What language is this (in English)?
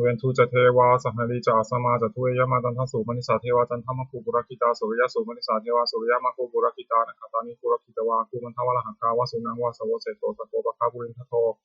Pali